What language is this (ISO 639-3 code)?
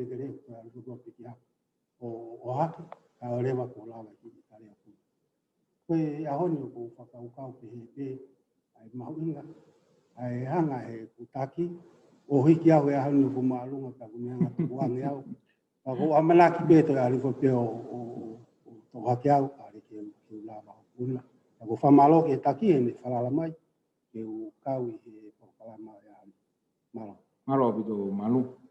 ton